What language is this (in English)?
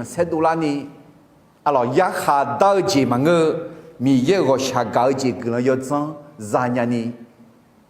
Akha